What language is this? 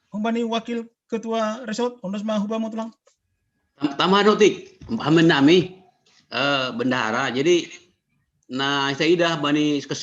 Batak Simalungun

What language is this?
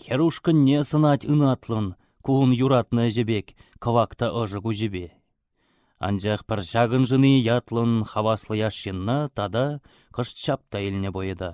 Chuvash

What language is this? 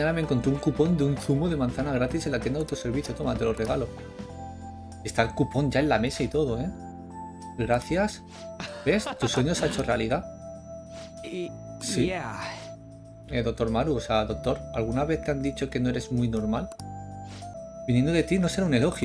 Spanish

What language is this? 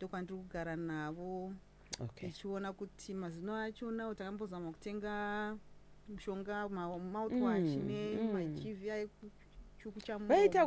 Shona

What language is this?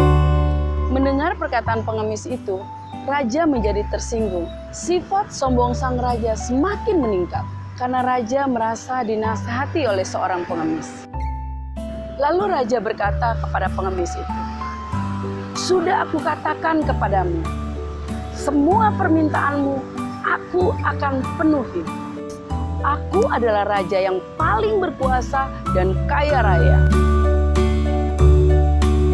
Indonesian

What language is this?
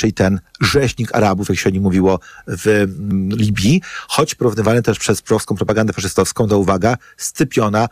Polish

